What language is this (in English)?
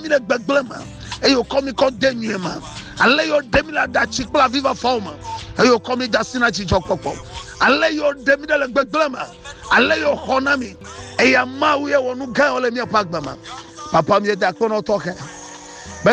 Ewe